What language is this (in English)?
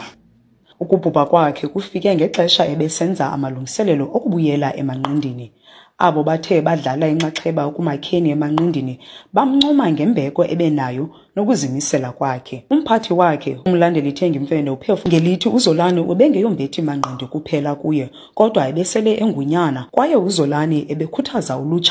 Xhosa